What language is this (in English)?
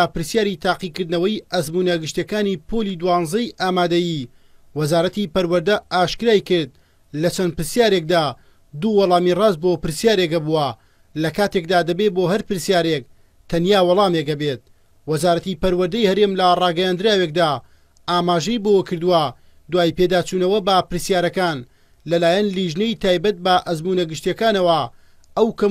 Central Kurdish